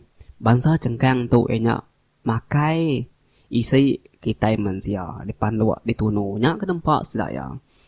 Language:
Iban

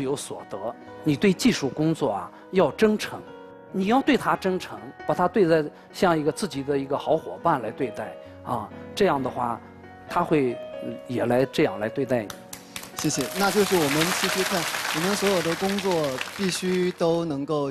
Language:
Chinese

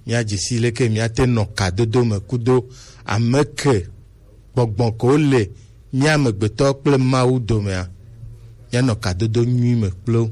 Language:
Gen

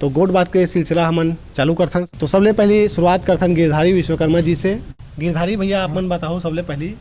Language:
Chhattisgarhi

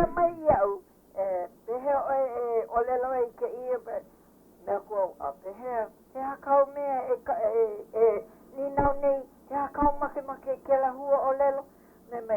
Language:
Hawaiian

